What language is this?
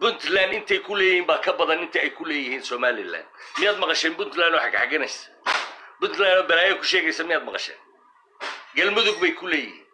Somali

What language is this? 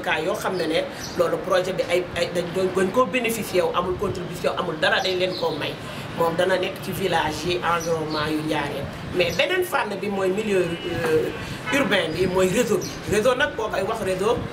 Wolof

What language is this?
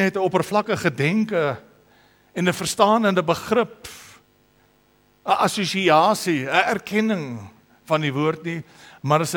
Afrikaans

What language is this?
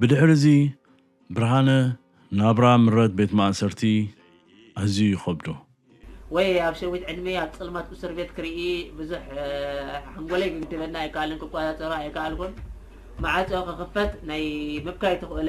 Tigrinya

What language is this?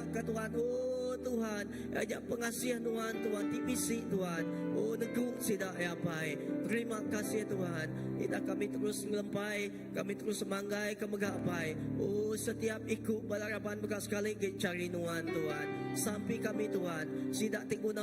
Iban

